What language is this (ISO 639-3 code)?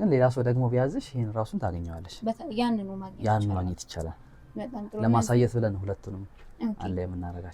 amh